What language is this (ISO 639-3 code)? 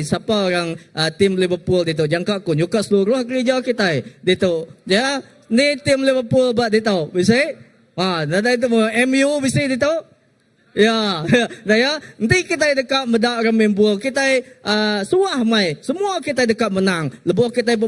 iba